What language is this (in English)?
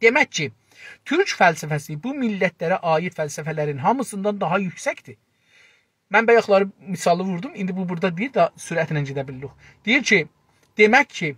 South Azerbaijani